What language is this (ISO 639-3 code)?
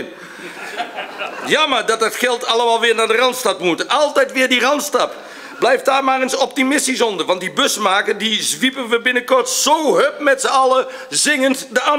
nld